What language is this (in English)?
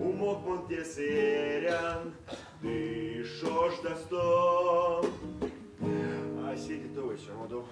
Erzya